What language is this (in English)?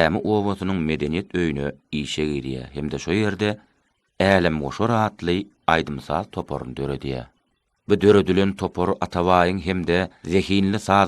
Turkmen